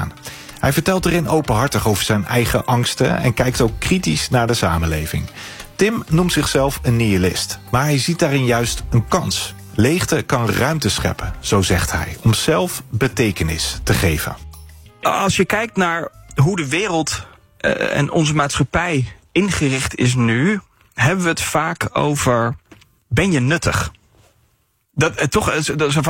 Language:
Dutch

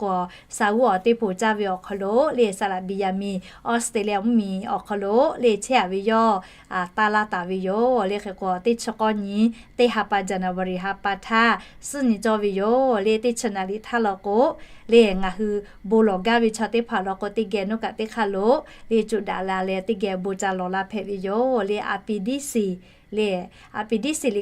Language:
Lahu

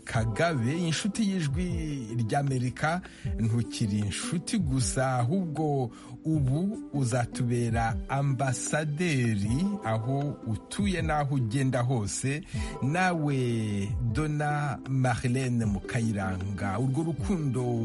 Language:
Kinyarwanda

